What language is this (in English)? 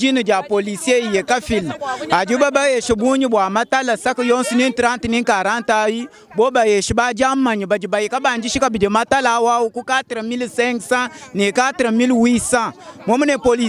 Luba-Lulua